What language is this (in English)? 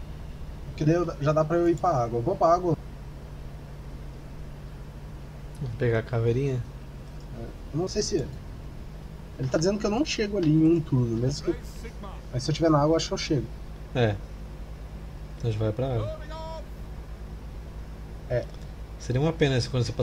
Portuguese